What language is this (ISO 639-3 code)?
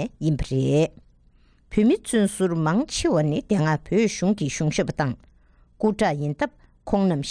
bod